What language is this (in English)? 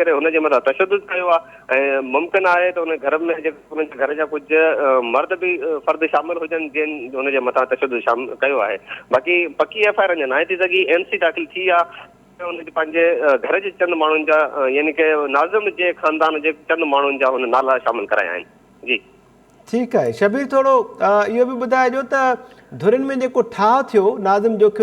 Sindhi